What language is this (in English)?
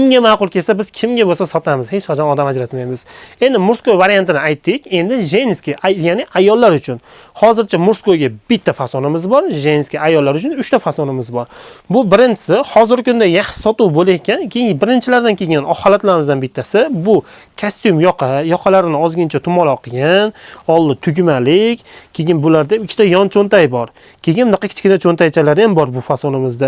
Uzbek